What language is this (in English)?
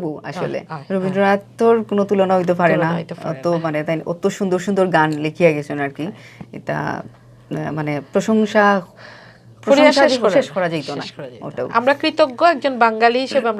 Sylheti